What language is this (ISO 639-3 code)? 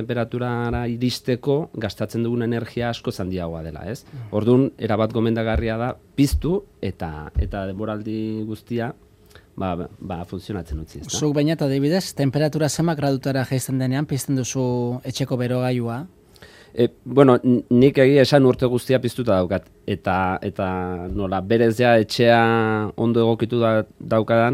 eus